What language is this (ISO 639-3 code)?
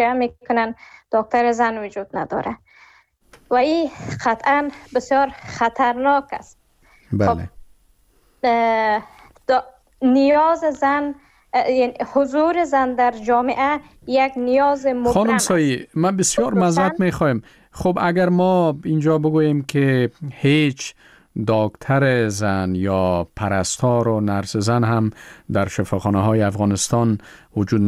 fas